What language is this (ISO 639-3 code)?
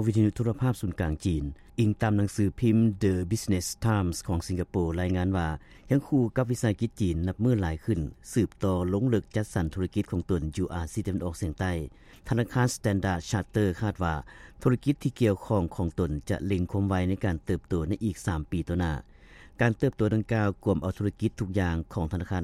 lao